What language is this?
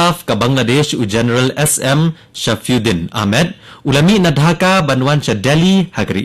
Khasi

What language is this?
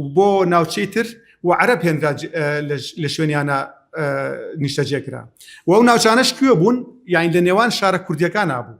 Central Kurdish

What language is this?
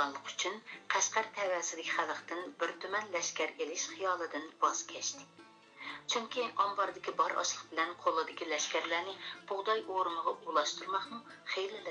Uyghur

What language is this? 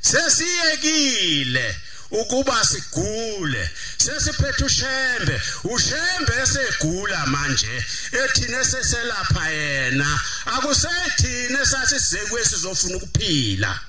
Zulu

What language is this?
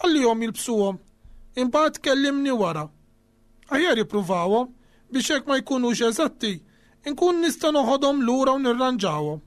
Maltese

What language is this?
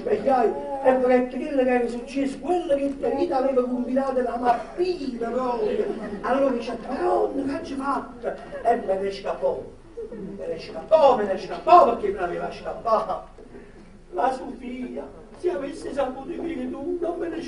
Neapolitan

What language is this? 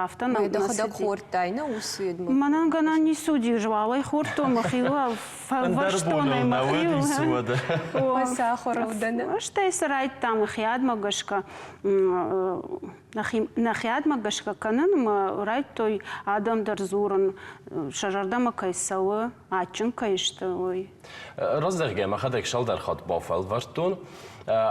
Ossetic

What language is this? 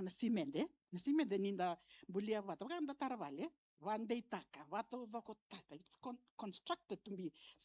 Fijian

